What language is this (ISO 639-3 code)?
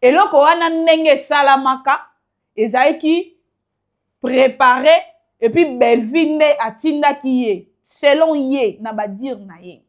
lin